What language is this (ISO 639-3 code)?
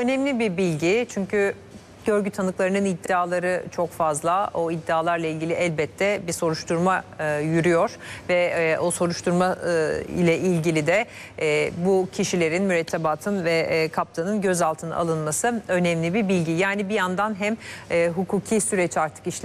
tur